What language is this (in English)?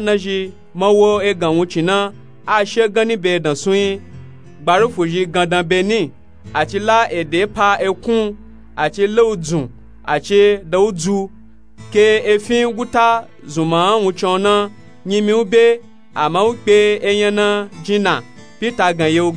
Nupe-Nupe-Tako